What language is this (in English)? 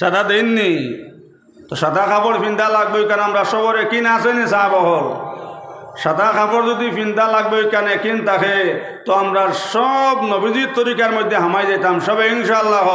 Sylheti